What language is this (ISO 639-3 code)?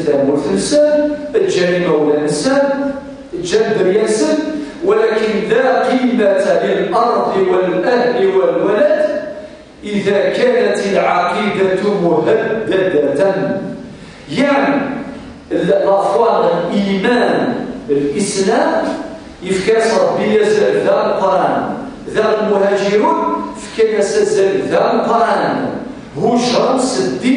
kab